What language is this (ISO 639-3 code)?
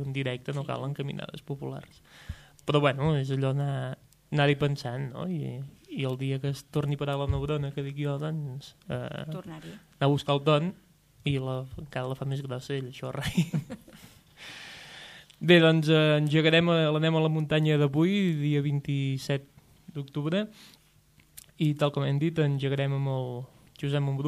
cat